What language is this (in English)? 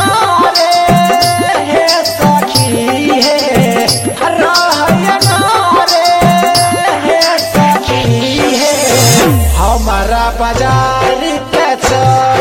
Bhojpuri